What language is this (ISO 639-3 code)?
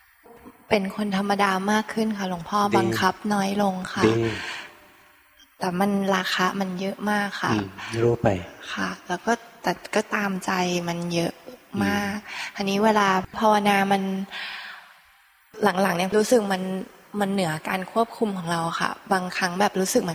tha